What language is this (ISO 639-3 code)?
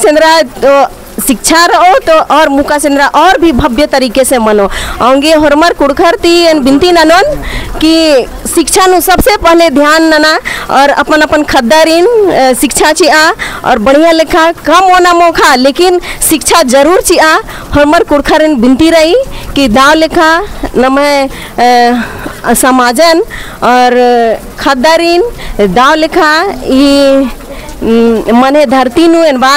kru